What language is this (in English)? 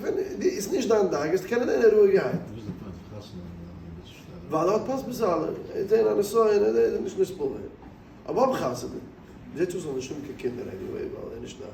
Yiddish